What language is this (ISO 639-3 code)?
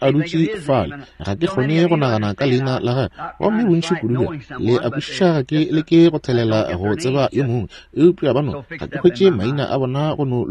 nso